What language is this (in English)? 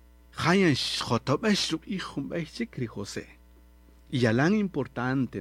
Kaqchikel